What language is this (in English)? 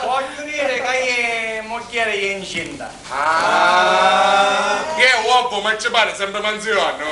Sicilian